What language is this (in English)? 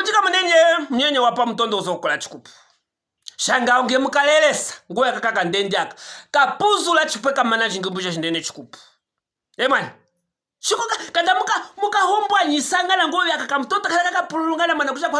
Luvale